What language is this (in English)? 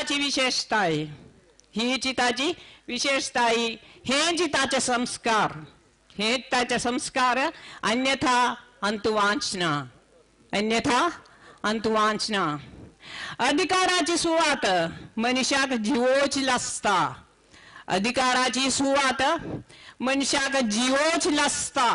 Konkani